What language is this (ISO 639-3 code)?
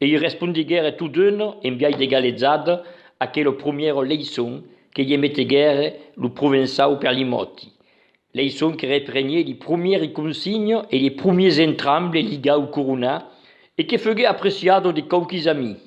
oci